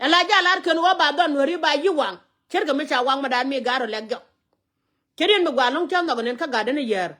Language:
Nuer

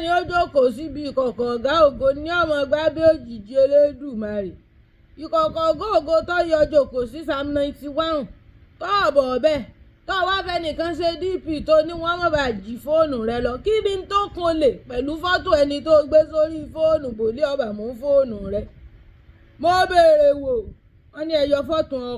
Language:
Yoruba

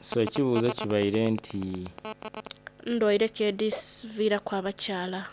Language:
Soga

